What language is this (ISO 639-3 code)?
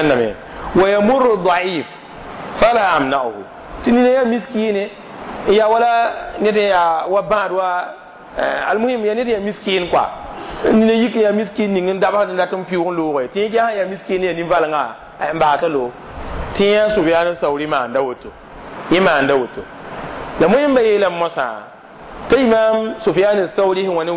mos